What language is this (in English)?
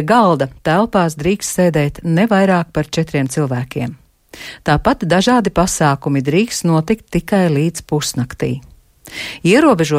Latvian